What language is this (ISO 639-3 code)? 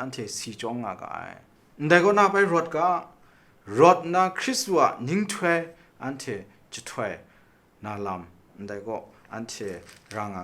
kac